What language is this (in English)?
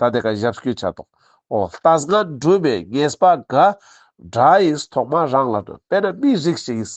Ladakhi